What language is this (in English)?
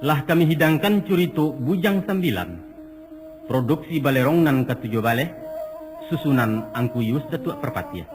Minangkabau